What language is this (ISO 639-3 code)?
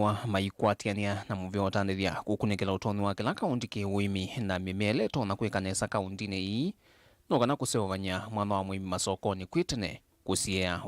kam